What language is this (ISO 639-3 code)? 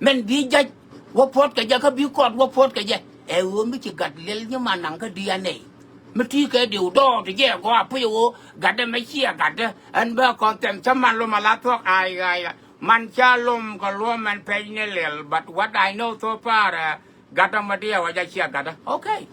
nus